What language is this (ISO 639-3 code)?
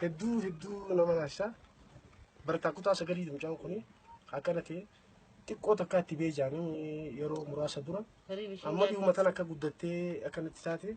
orm